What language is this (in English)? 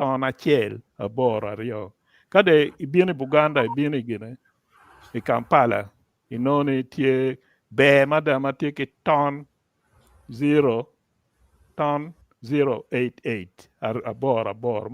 Acoli